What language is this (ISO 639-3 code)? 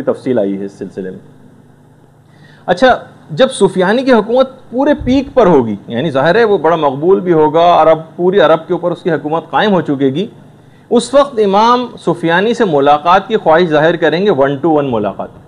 urd